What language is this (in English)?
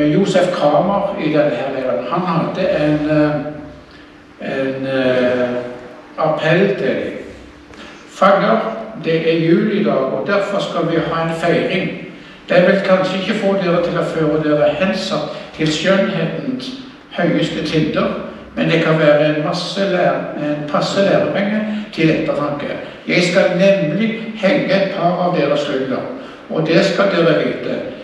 Norwegian